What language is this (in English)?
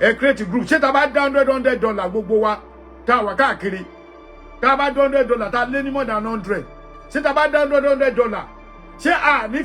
Yoruba